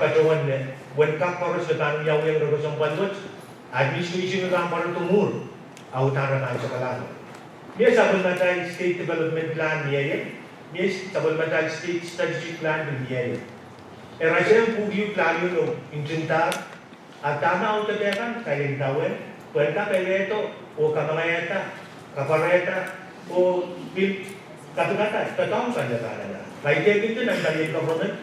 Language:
Pohnpeian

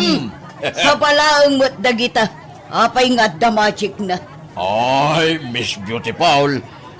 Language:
Iloko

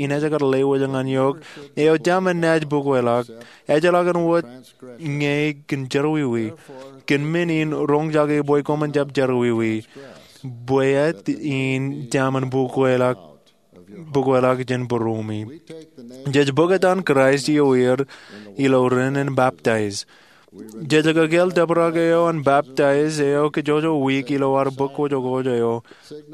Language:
Marshallese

